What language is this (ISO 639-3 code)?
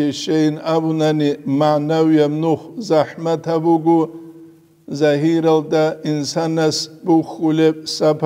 ava